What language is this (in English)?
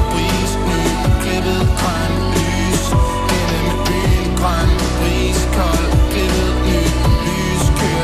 Danish